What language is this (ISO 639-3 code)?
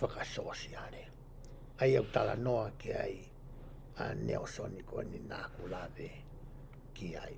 ton